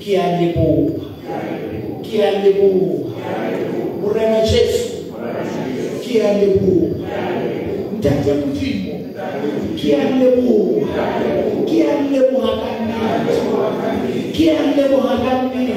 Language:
Southern Sotho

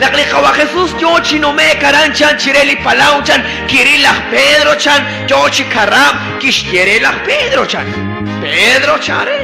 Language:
Kekchí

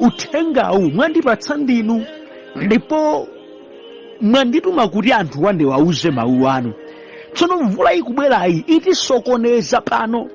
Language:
Nyanja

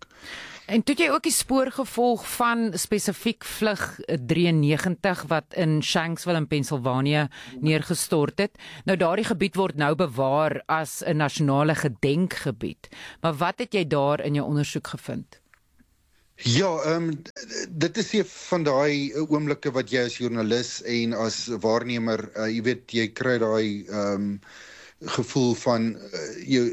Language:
Afrikaans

